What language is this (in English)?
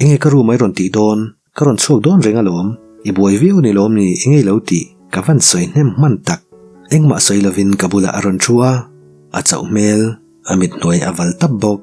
Mizo